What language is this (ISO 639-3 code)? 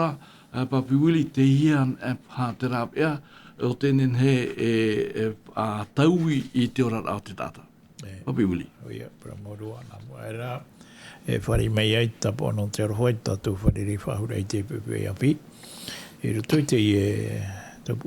tah